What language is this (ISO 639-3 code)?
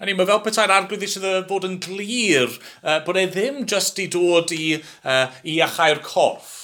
cym